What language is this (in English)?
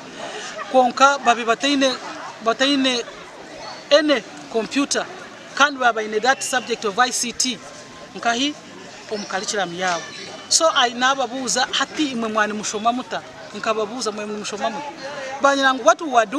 Nyankole